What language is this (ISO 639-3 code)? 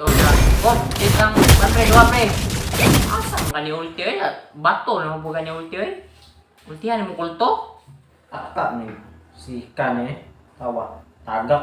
ceb